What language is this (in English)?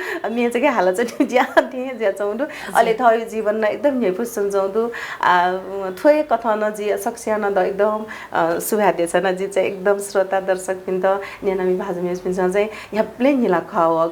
Newari